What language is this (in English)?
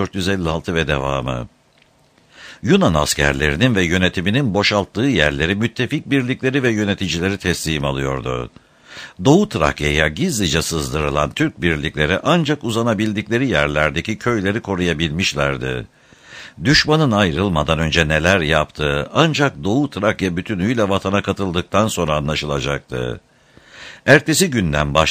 Turkish